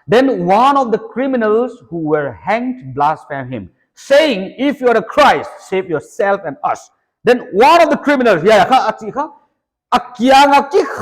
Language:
Paite Chin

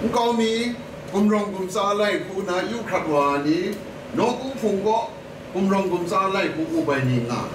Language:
Kachin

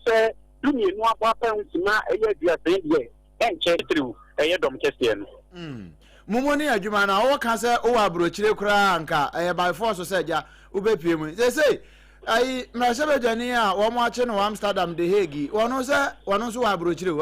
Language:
Akan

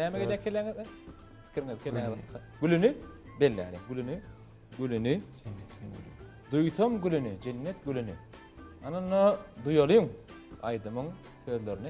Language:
Turkmen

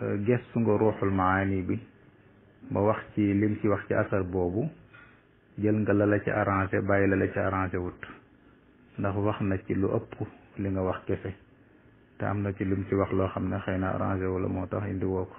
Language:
Wolof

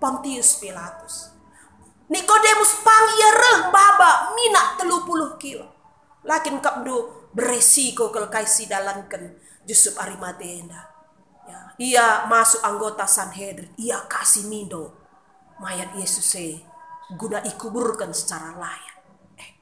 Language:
Batak Karo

